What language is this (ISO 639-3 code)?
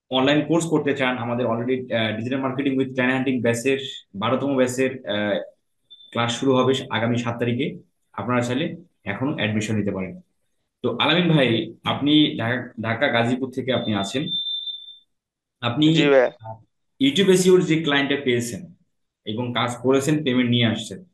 ben